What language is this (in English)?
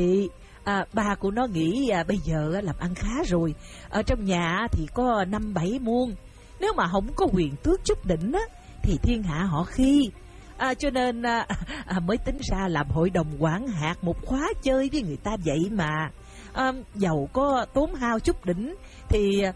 Vietnamese